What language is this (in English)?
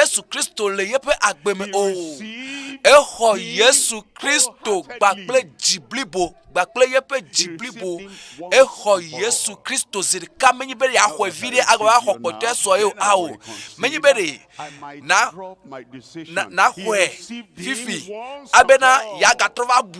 Ewe